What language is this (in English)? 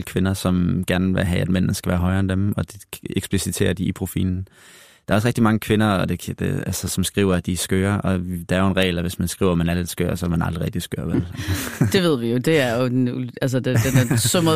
Danish